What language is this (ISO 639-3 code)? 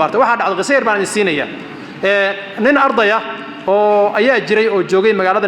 som